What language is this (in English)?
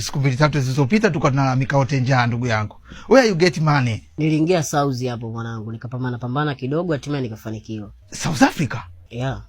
Swahili